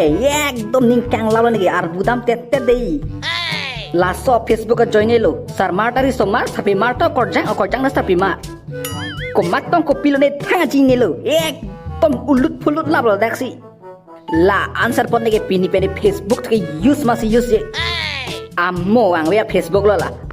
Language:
Karbi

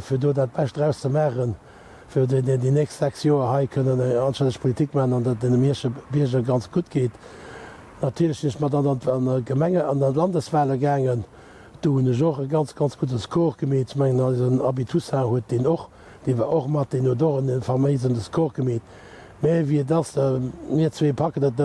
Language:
Luxembourgish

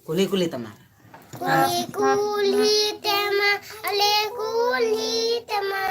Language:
Santali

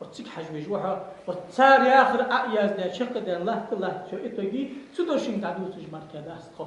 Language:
Ingush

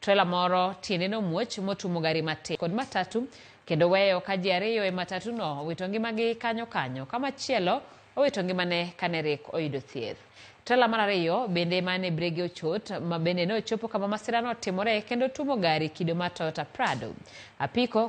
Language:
Luo (Kenya and Tanzania)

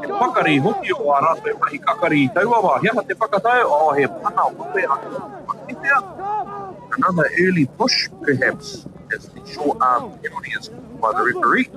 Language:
Māori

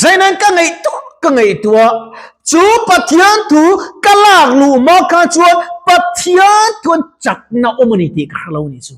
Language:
Mizo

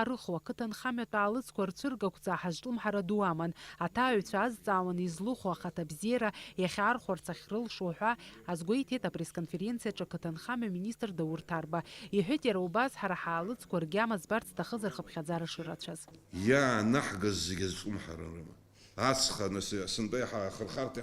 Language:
Abkhazian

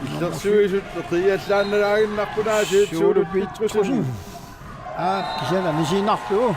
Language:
Kalaallisut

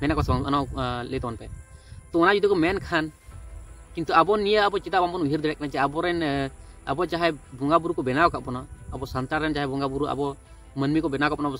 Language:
Santali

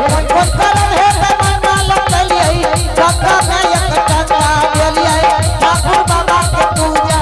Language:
Angika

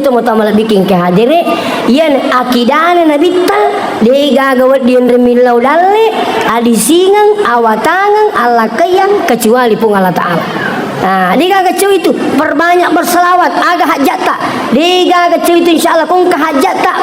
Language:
Buginese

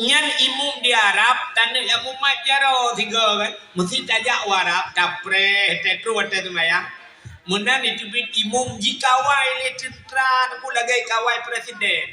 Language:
Achinese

